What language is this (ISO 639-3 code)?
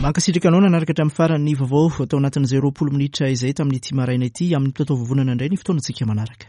mlg